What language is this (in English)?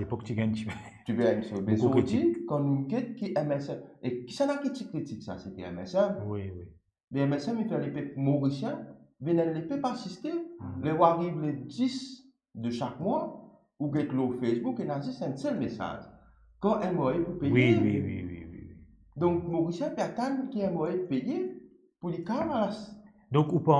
Morisyen